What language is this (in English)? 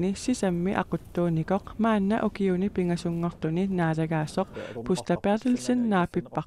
Kalaallisut